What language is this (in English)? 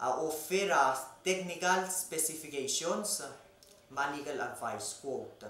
Palauan